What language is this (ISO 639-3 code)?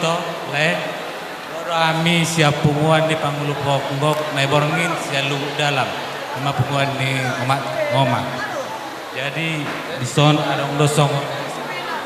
bbc